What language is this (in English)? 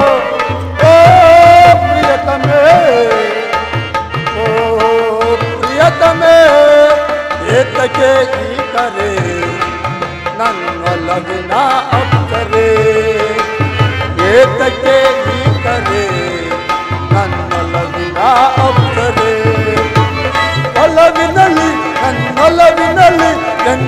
Kannada